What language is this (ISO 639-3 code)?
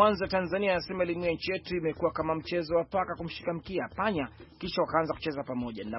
swa